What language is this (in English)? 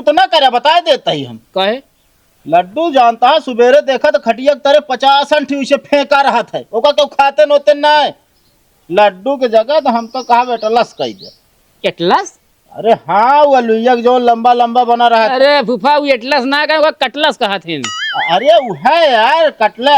Awadhi